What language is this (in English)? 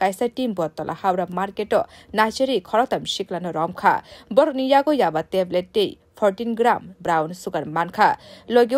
Kok Borok